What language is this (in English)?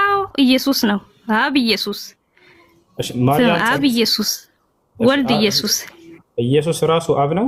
Amharic